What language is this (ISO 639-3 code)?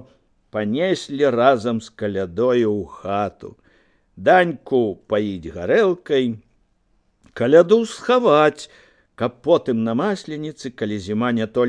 bel